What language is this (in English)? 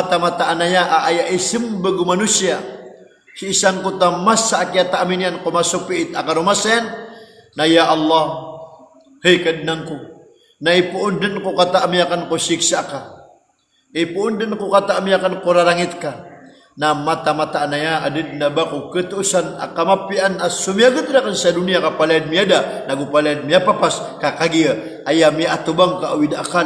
Maranao